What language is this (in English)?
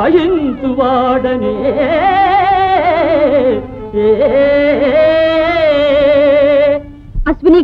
Telugu